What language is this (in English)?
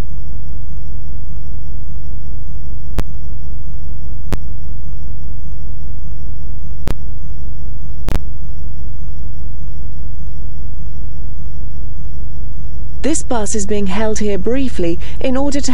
English